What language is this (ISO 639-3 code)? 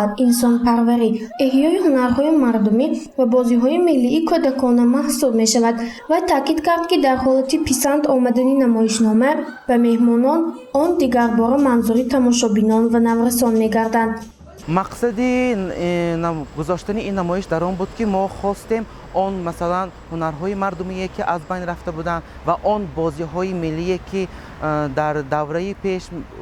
tgk